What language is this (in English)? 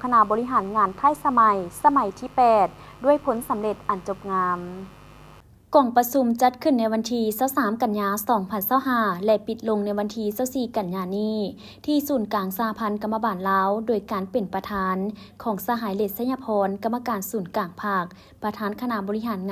Lao